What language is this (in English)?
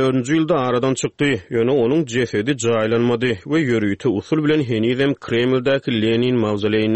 Turkmen